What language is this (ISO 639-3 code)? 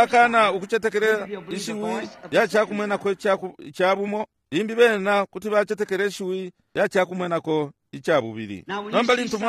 bem